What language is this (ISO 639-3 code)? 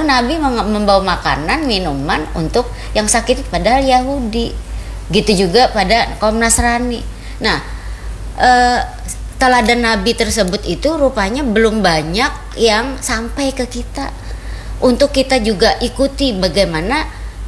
ind